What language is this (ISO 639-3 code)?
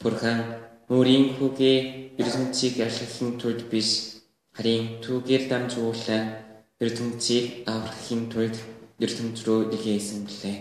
bre